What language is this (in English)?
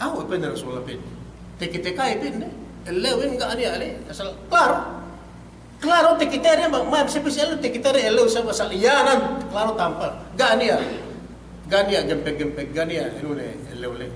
Yakan